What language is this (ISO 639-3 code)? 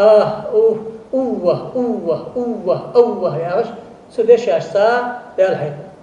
inh